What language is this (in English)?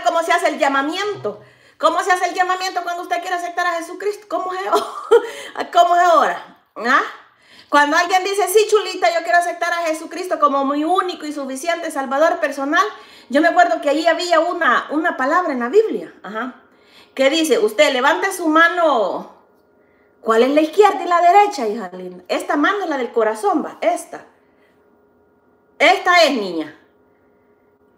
Spanish